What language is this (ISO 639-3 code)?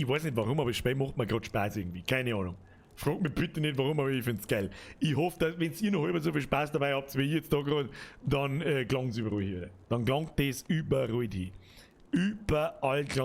bar